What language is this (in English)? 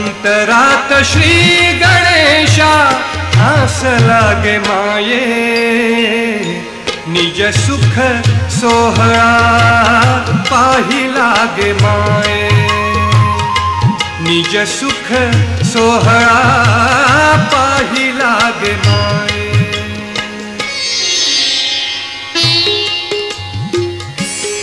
Marathi